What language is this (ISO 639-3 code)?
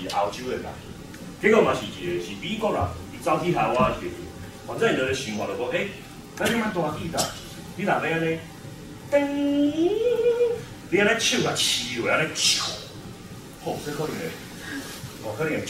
nan